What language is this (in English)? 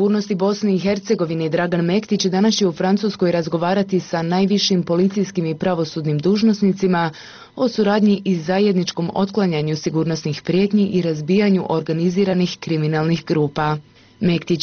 Bosnian